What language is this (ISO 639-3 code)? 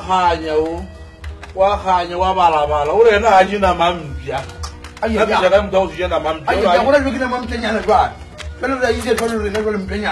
nso